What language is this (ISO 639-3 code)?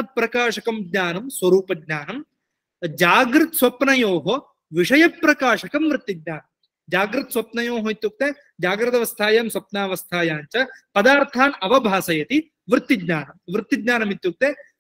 san